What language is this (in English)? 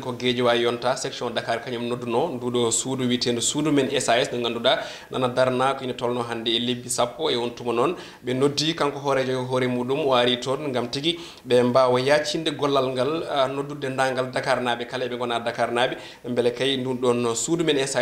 Fula